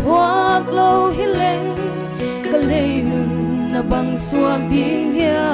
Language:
Paite Chin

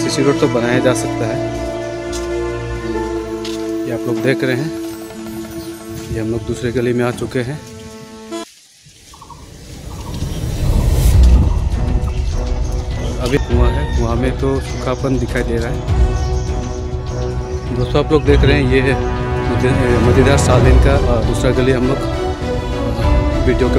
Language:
Hindi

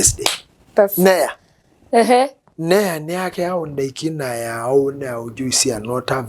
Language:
Masai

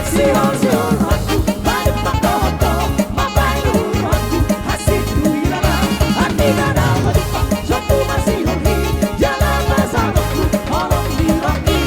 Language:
Batak Toba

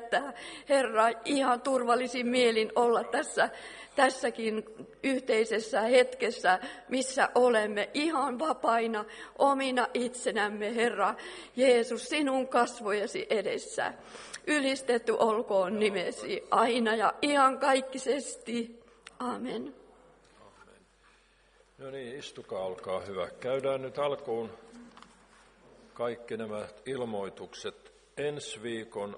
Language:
Finnish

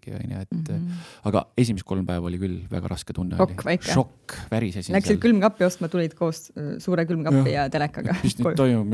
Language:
Estonian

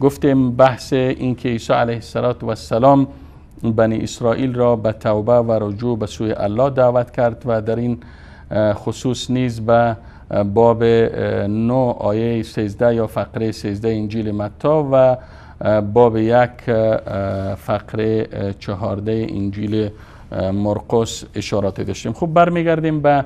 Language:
Persian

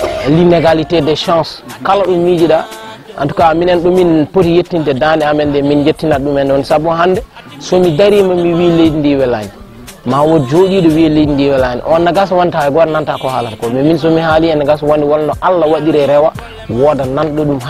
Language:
Fula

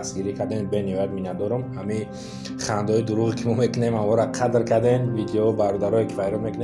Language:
Tajik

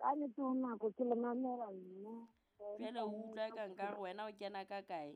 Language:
Southern Sotho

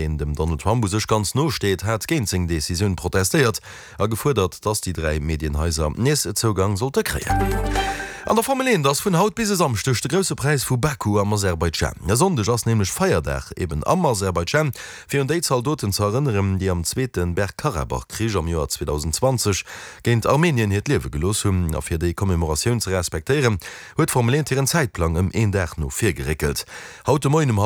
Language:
Luxembourgish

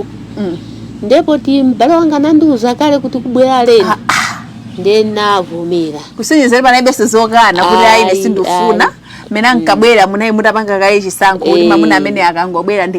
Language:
Nyanja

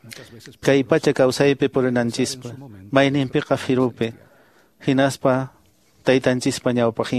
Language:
Quechua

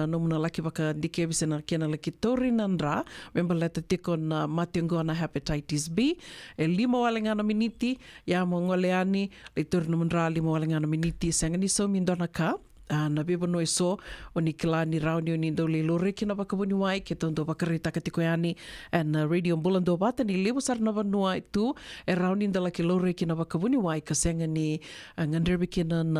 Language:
Fijian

